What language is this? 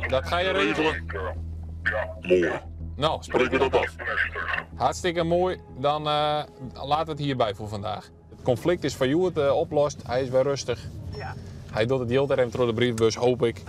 Western Frisian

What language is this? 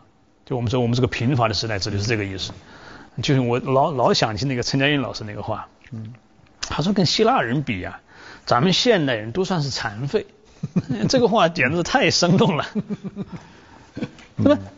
Chinese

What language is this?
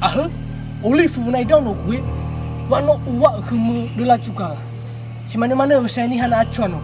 Nias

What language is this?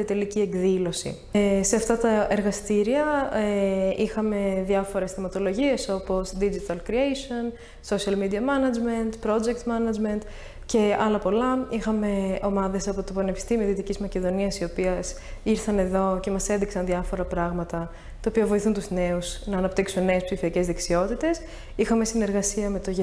Greek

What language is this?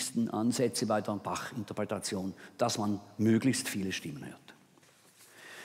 German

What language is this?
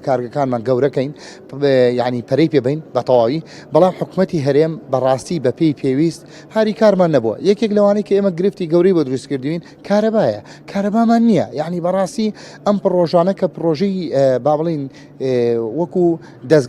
Central Kurdish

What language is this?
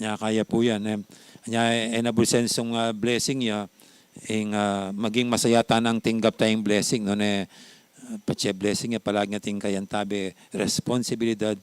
Pampanga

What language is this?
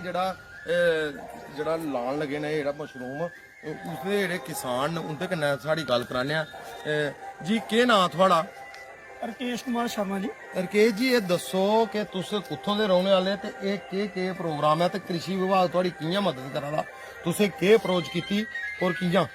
Dogri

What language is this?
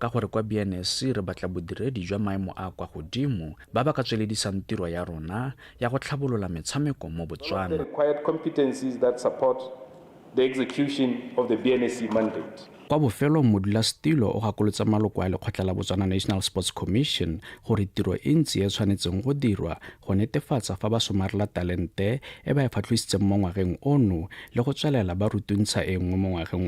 Tswana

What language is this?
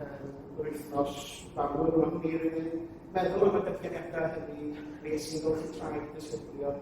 Welsh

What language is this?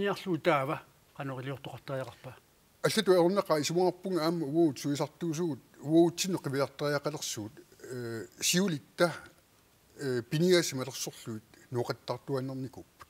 Kalaallisut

